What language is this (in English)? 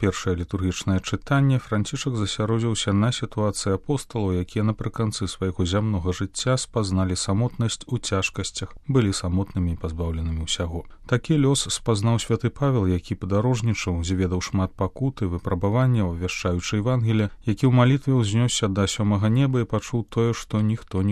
Belarusian